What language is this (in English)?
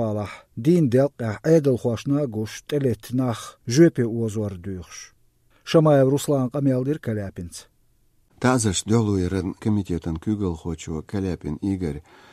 Chechen